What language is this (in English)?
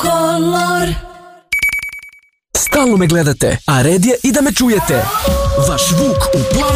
Serbian